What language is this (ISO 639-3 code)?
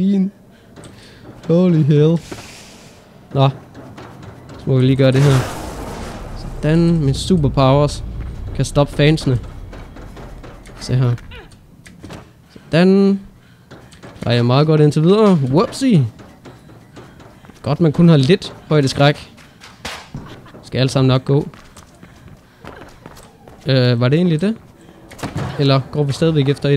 dan